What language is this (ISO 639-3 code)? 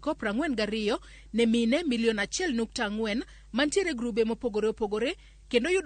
luo